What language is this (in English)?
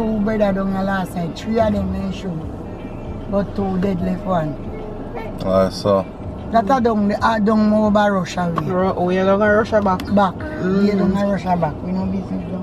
Jamaican Creole English